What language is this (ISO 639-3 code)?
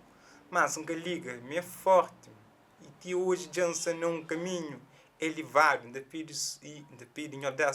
kea